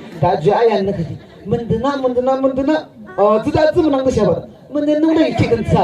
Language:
Yimchungru Naga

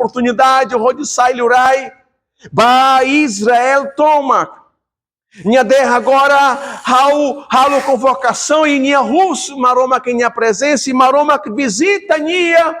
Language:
Tetum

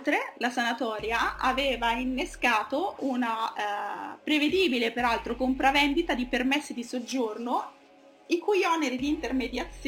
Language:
Italian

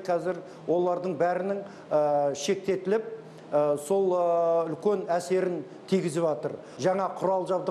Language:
Kazakh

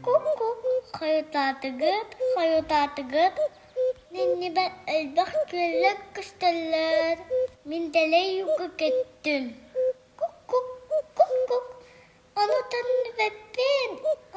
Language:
Yakut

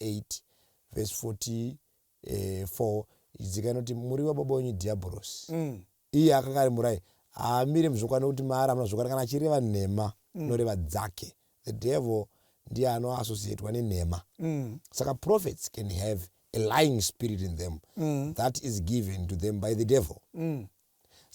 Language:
Shona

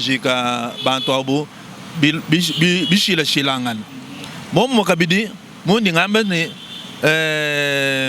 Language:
Luba-Lulua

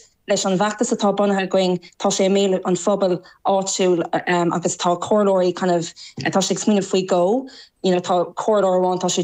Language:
Irish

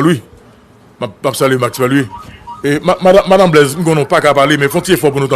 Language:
Haitian Creole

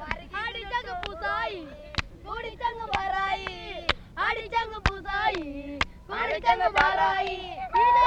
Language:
Malayalam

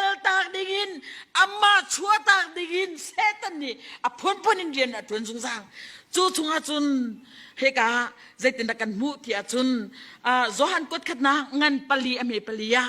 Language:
Hakha Chin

